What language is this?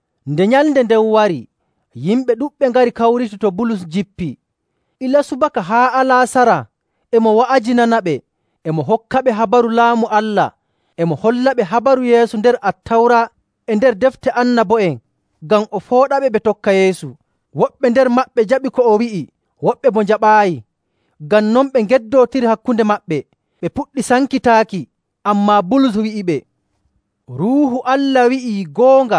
Nigerian Fulfulde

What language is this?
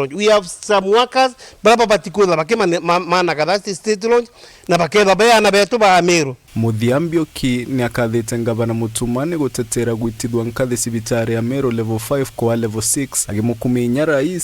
Meru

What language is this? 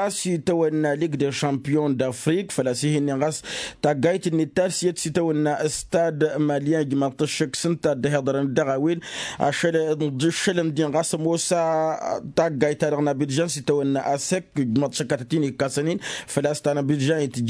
Tamasheq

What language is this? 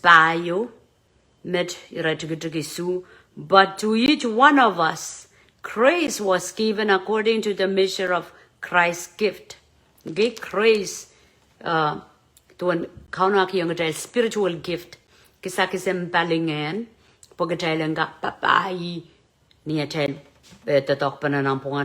Pohnpeian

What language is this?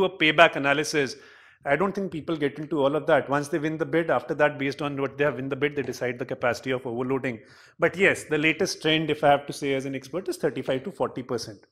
English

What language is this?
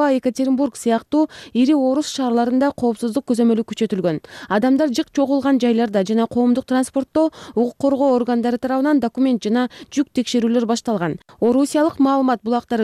Kyrgyz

